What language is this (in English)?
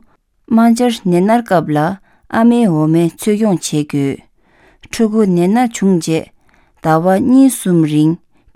Tibetan